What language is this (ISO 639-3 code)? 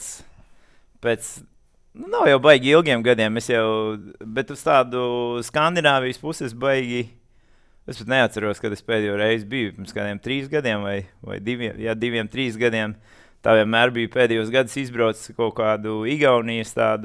lav